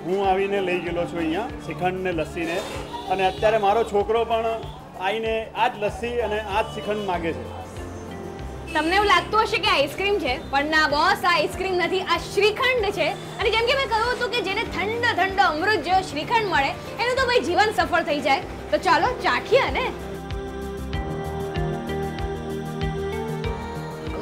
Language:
Gujarati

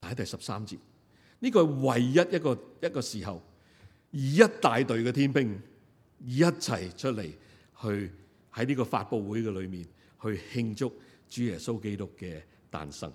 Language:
Cantonese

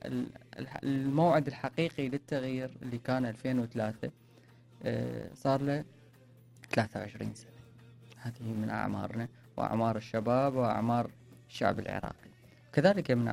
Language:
Mesopotamian Arabic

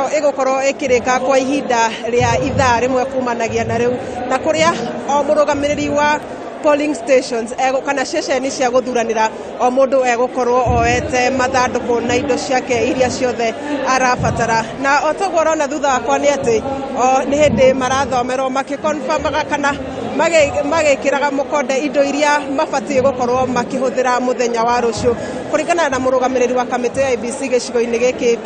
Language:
Kikuyu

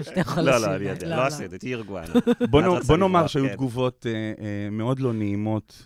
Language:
Hebrew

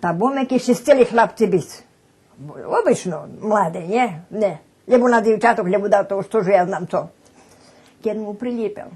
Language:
Rusyn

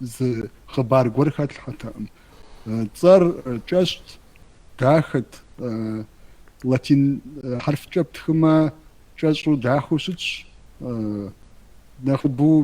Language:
Kabardian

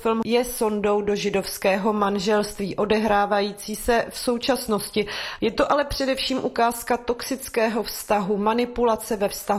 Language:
Czech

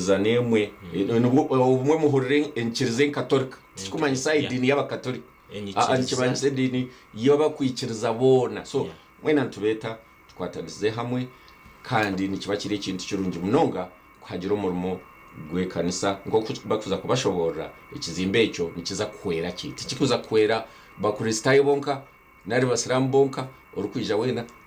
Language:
Nyankole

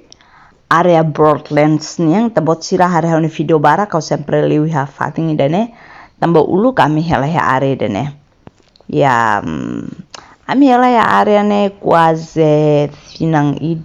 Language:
Tetum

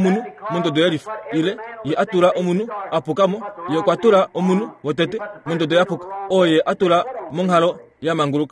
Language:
Kuanyama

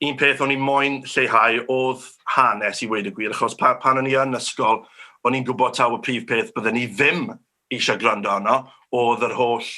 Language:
Welsh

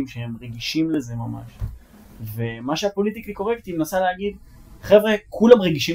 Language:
Hebrew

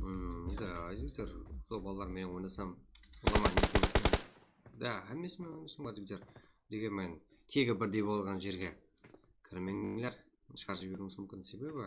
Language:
Kara-Kalpak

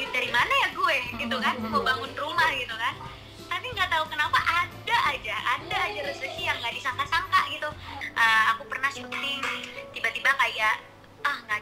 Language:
Indonesian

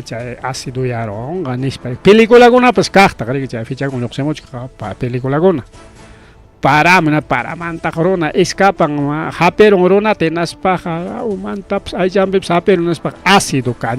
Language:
Ayacucho Quechua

